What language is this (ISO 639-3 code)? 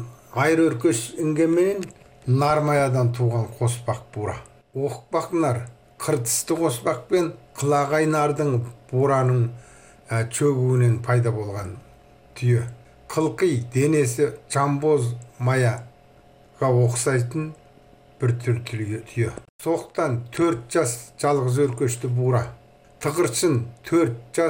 kaz